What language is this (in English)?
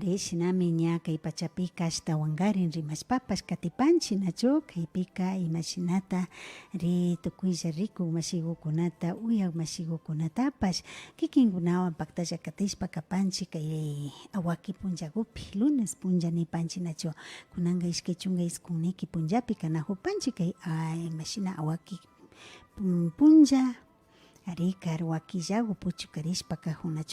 Imbabura Highland Quichua